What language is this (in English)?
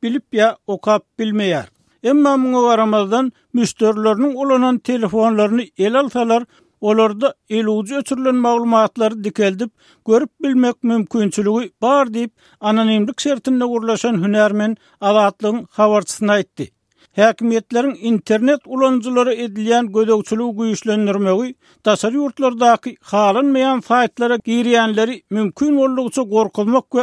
Turkmen